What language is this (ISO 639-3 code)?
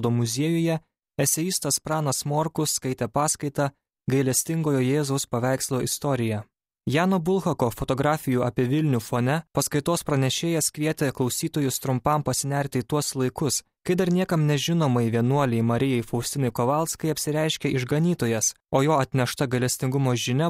lit